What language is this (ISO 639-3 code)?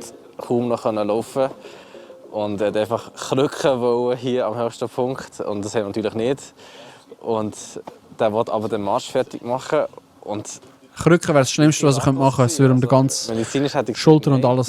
gsw